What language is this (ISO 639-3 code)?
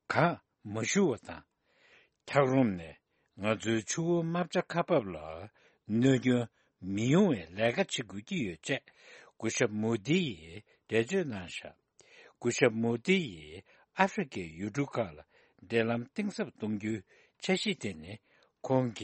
bod